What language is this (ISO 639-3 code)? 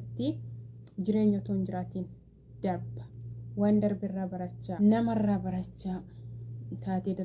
orm